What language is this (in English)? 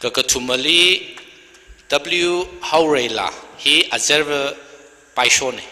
Tangkhul Naga (India)